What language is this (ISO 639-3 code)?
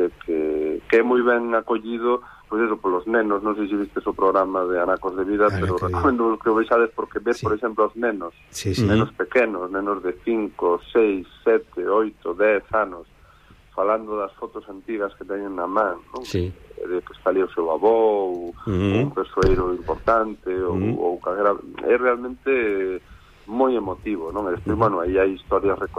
glg